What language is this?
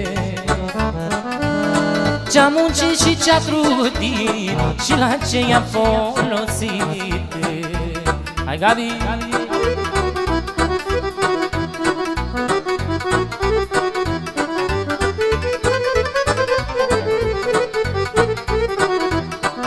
Romanian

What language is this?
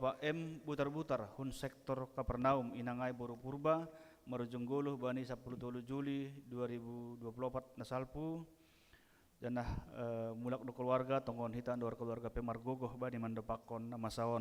Batak Simalungun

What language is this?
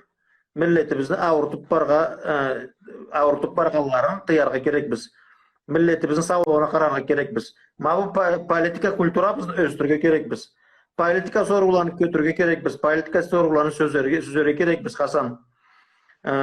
Karachay-Balkar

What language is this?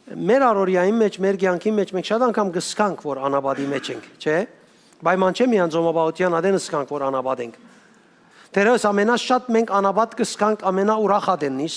Western Armenian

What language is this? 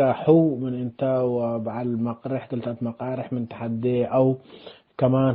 Tigre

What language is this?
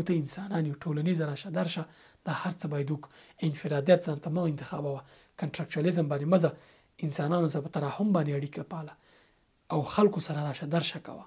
Pashto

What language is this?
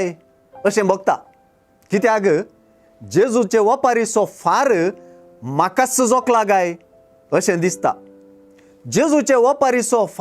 Konkani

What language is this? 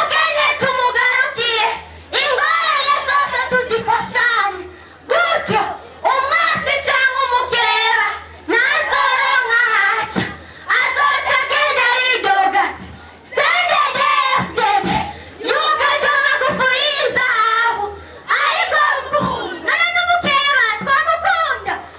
Rundi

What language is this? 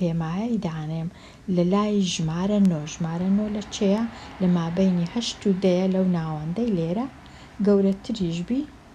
Central Kurdish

